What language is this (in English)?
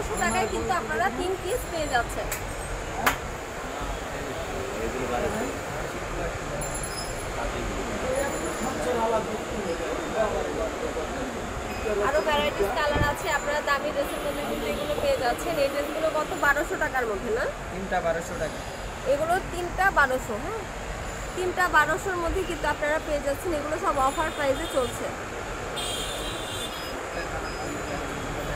Bangla